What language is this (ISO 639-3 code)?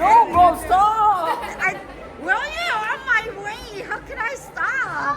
lhu